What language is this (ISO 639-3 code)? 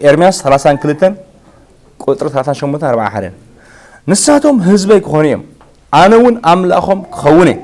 tir